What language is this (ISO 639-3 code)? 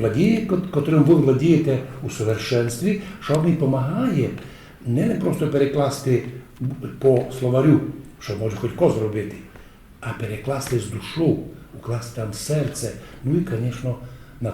rue